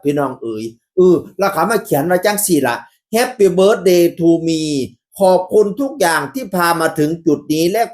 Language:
Northeastern Thai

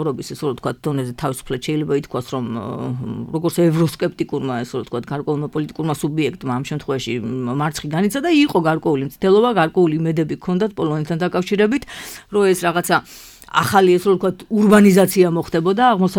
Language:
Georgian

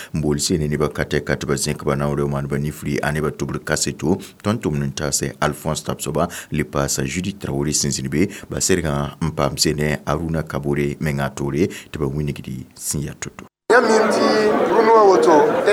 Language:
Mossi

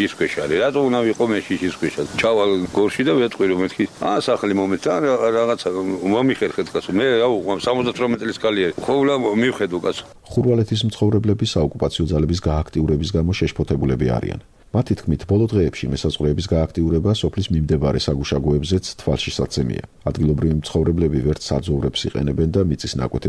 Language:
Georgian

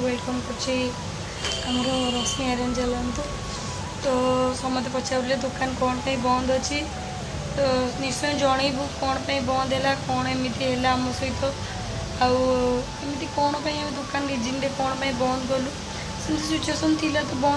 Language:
Odia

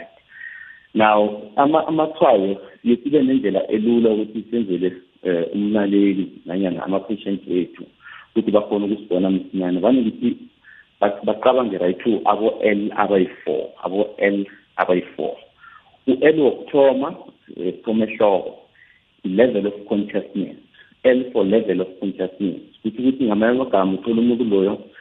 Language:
South Ndebele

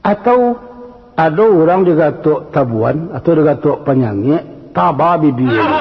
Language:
Minangkabau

